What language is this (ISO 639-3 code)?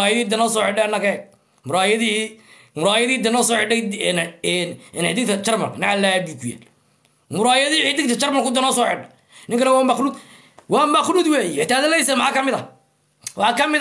som